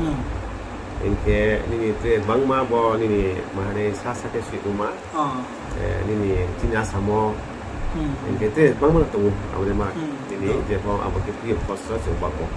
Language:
Riang (India)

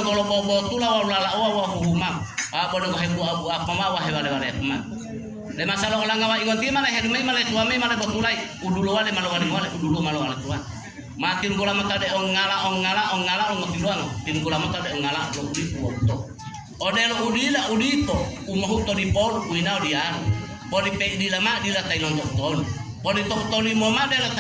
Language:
Gorontalo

